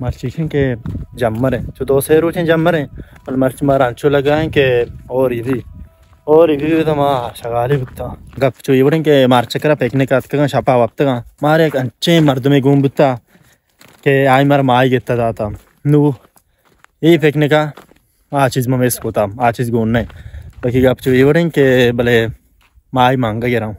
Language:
Baluchi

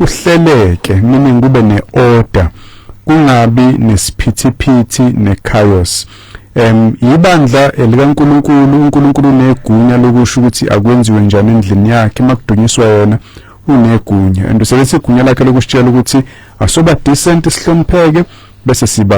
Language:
Zulu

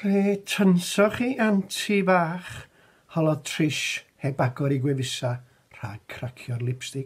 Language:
Welsh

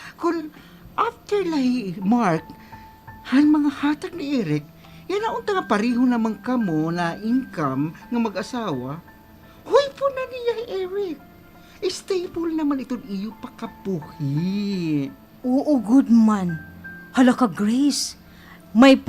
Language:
Waray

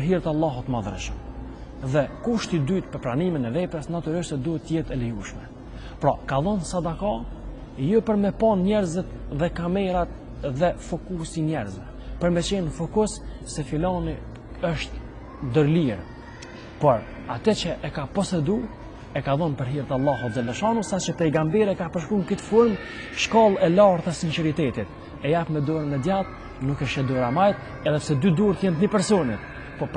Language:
Albanian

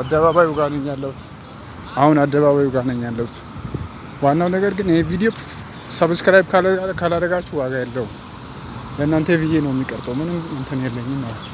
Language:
Amharic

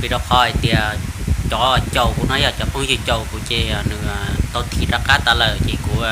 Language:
Hmong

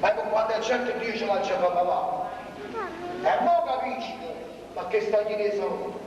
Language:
Neapolitan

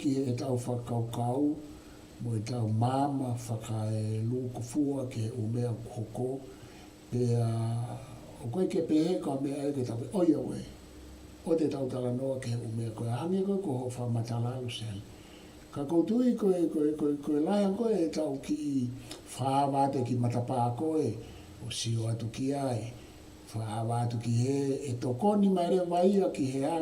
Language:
Tongan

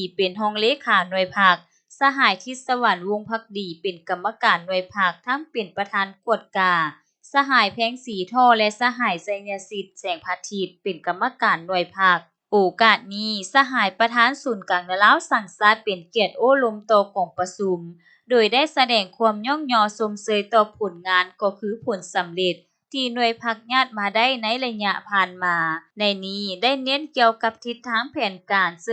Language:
Lao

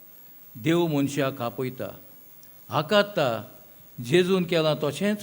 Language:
Konkani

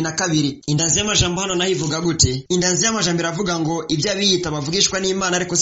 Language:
Rundi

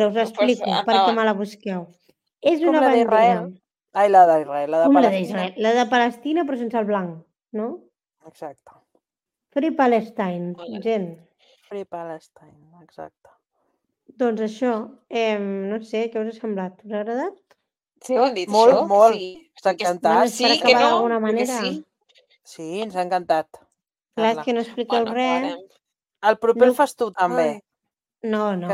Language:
Catalan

